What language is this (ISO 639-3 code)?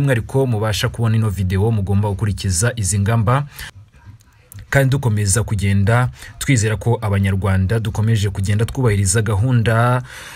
kin